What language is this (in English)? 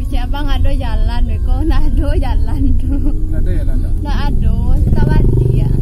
Minangkabau